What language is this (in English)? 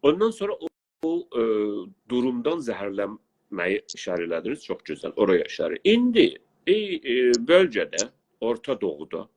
South Azerbaijani